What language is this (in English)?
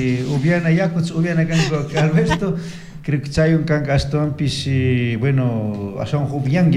Chimborazo Highland Quichua